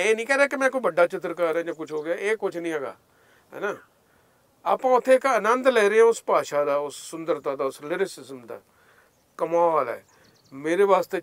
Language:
Punjabi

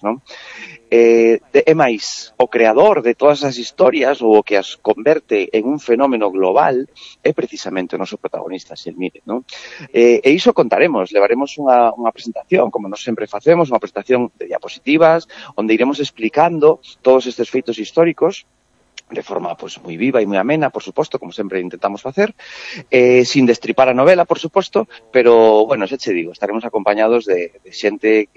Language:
Galician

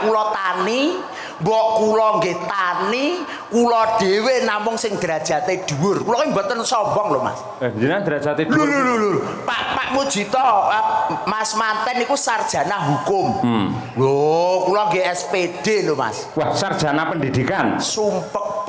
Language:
Javanese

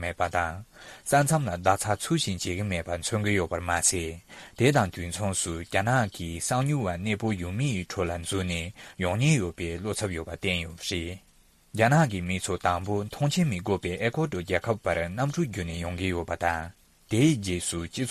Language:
Tibetan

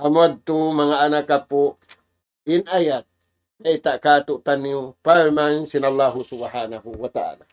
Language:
Tausug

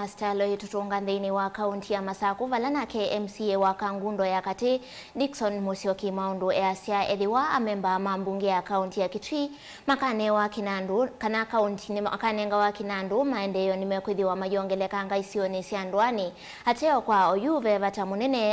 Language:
Kamba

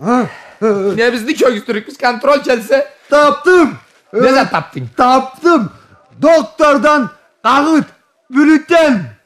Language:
Karachay-Balkar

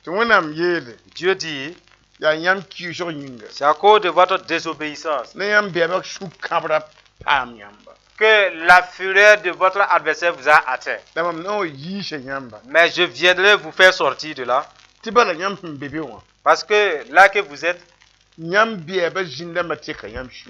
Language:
Mossi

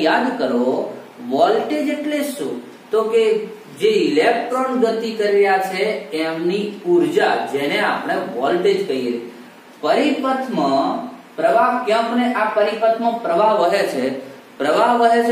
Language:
Gujarati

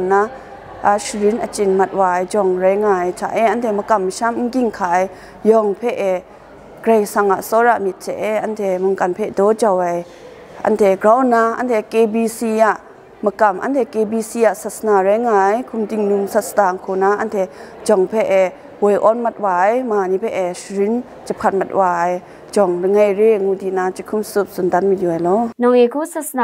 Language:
Kachin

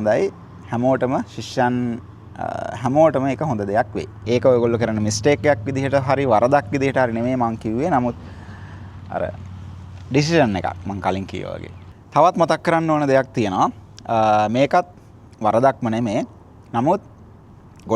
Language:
Sinhala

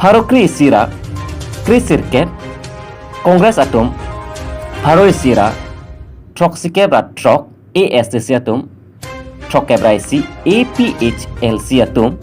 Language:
Karbi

